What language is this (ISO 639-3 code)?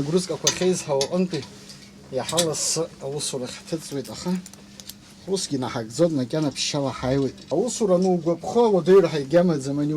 abk